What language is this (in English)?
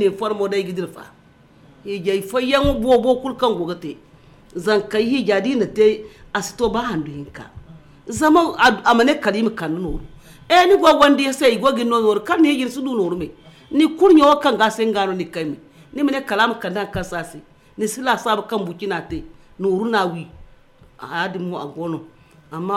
Zarma